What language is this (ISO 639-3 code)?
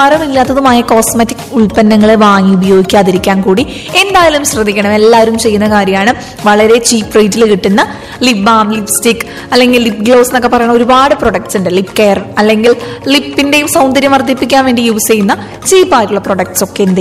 mal